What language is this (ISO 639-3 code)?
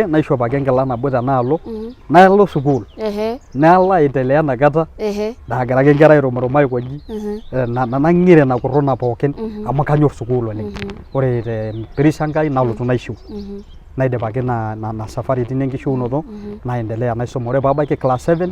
mas